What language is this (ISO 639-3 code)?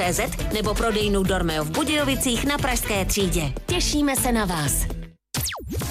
ces